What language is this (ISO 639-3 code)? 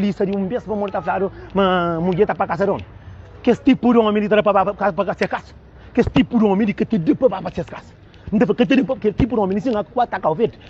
kea